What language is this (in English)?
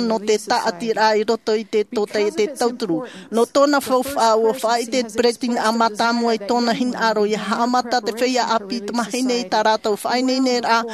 Tahitian